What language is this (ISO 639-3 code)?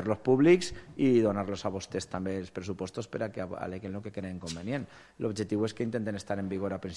cat